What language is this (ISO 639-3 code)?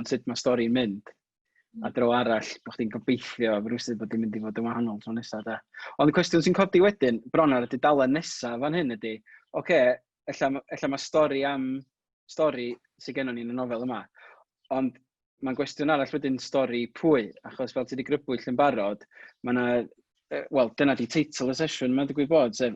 cym